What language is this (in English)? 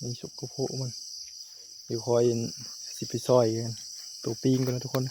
Northeastern Thai